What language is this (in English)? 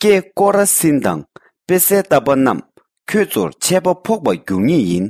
Tibetan